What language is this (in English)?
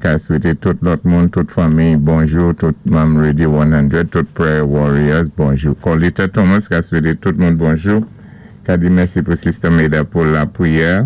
Saint Lucian Creole French